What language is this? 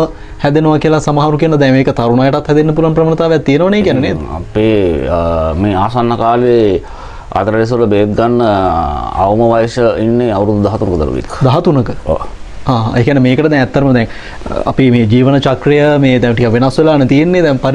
Sinhala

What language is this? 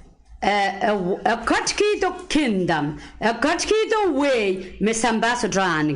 Pohnpeian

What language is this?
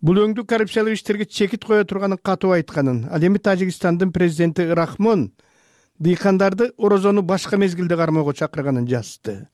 Kyrgyz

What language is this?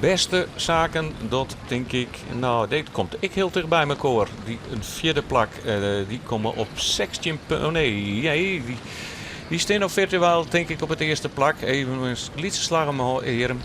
Western Frisian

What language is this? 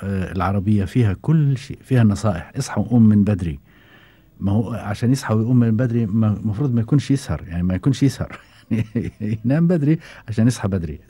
Gulf Arabic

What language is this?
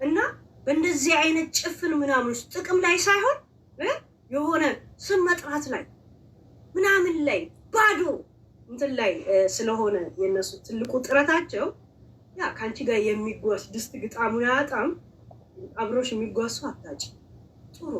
Amharic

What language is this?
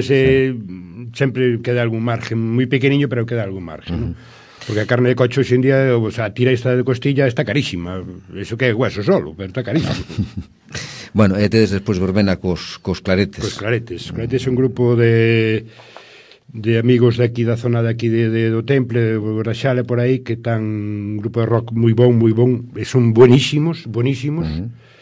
Galician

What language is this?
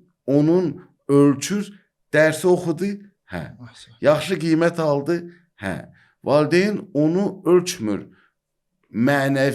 Azerbaijani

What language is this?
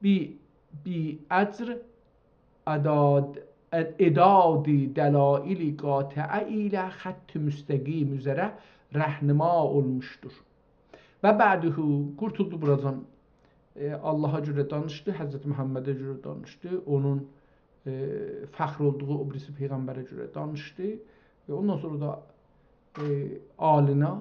South Azerbaijani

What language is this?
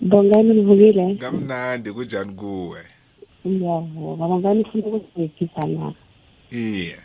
South Ndebele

